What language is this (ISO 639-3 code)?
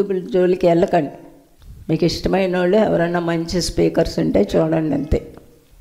tel